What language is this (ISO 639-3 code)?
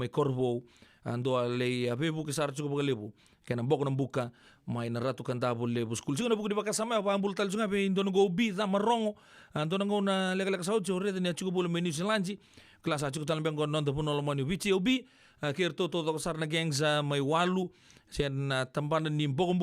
fij